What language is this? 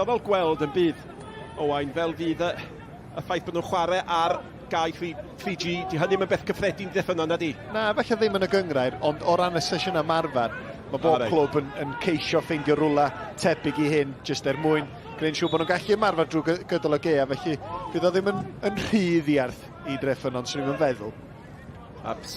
Welsh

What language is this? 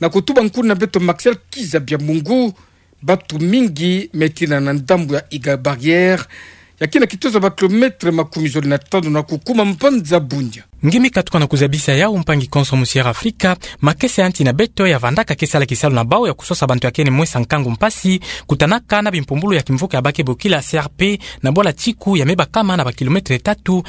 Kituba (Democratic Republic of Congo)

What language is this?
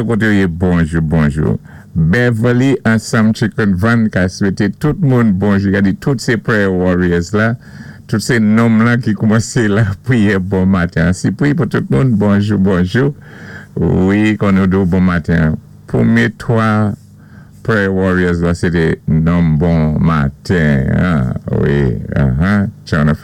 Saint Lucian Creole French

